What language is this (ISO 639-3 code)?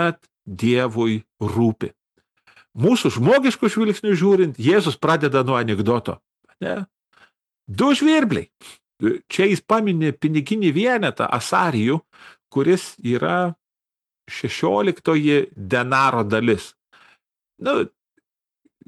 lit